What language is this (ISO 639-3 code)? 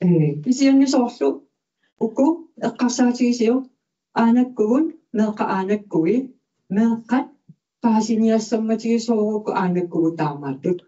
kal